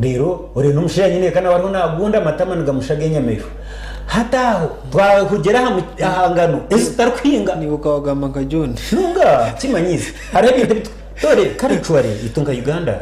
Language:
Nyankole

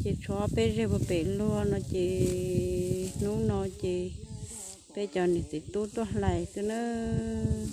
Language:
Hmong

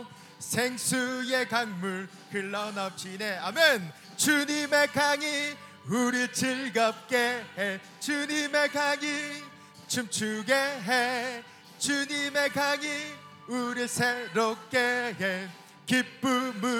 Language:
Korean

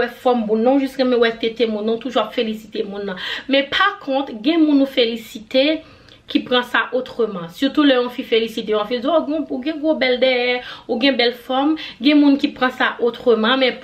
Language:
Haitian Creole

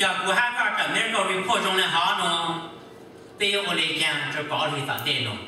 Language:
Hmong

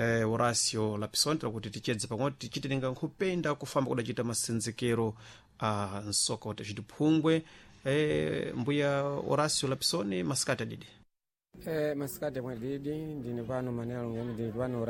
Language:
Sena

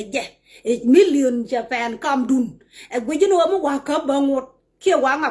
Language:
Nuer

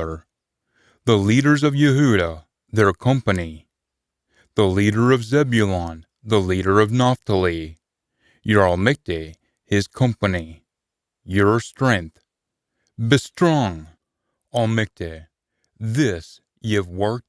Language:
Scots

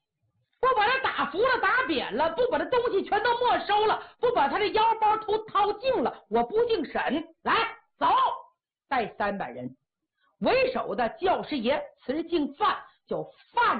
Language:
Chinese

